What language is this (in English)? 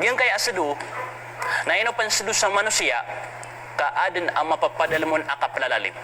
Maranao